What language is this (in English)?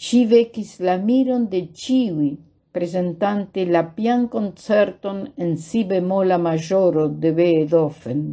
Esperanto